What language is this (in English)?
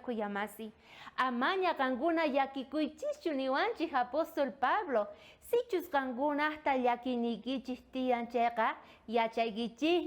South Bolivian Quechua